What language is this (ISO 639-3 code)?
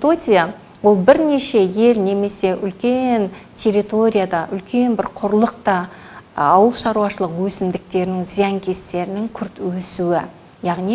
kaz